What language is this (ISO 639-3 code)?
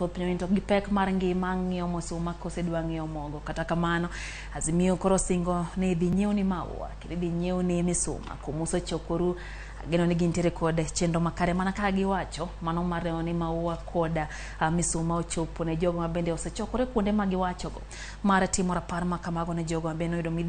luo